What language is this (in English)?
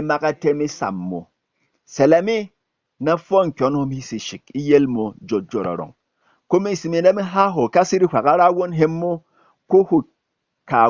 Berom